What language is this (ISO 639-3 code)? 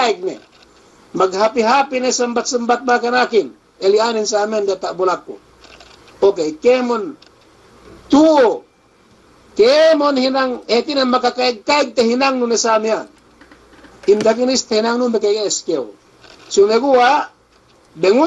yka